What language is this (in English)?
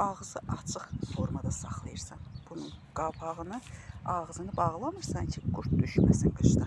Azerbaijani